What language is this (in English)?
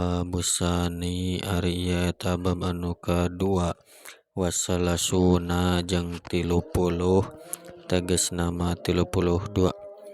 Sundanese